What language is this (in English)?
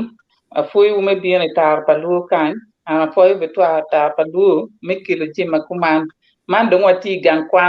Acoli